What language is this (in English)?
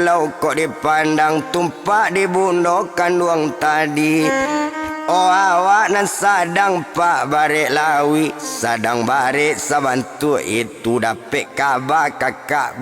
Minangkabau